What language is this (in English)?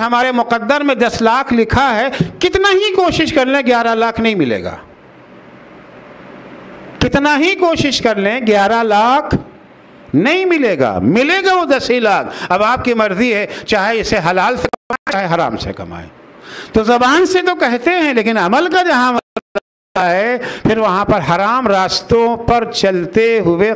Urdu